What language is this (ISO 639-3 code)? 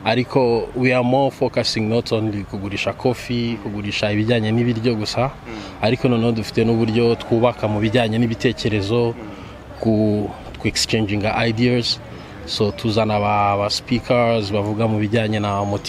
kin